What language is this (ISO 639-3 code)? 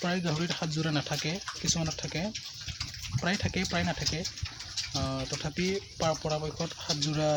asm